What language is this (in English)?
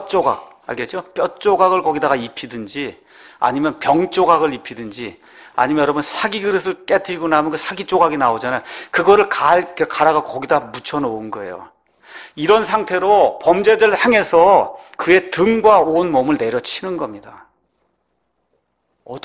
Korean